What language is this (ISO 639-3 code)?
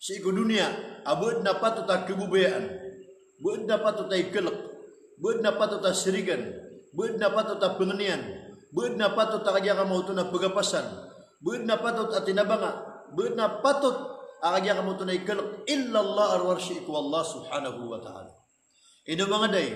mrw